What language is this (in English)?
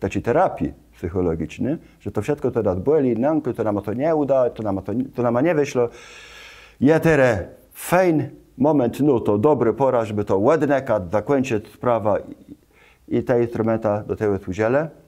Kashubian